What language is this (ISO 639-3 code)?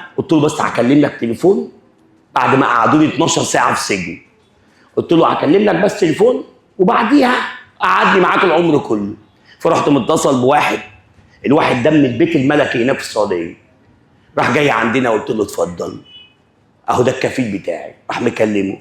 arz